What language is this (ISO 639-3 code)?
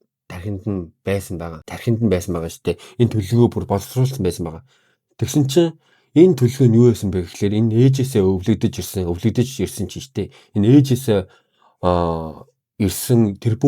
mon